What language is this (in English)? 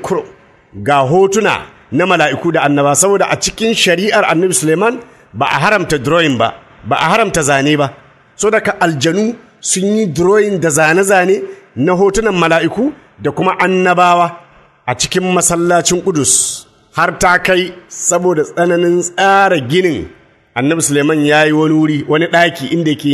Hausa